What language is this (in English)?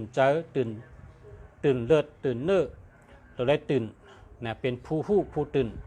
Shan